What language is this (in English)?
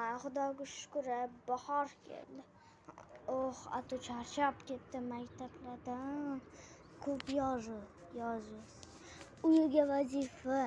Uzbek